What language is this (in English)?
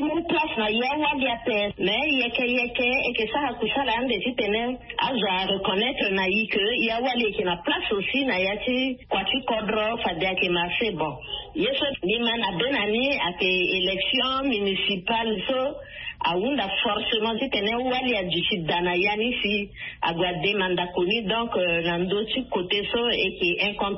Sango